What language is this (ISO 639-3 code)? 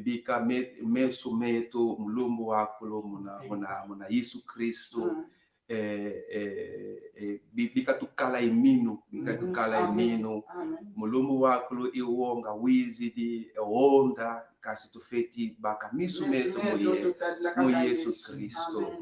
kon